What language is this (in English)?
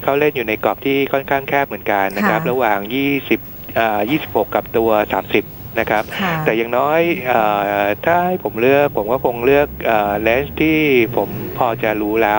Thai